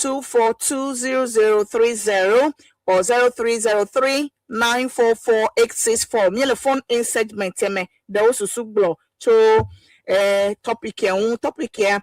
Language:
Ewe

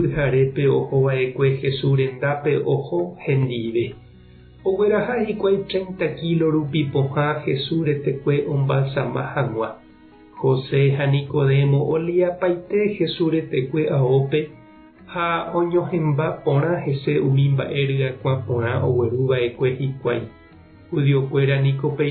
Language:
Guarani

